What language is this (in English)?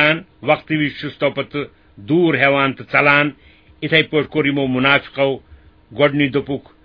Kashmiri